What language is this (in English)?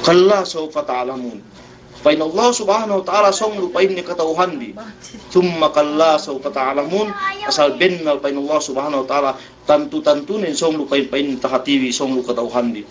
Yakan